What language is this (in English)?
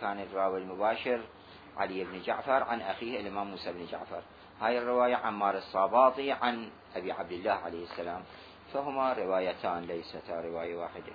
Mesopotamian Arabic